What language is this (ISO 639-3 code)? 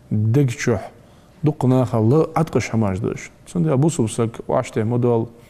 inh